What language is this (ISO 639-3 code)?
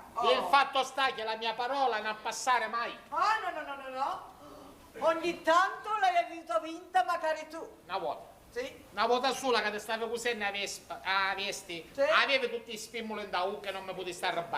scn